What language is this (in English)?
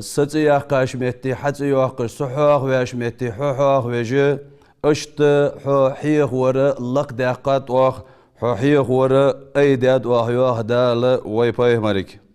Ingush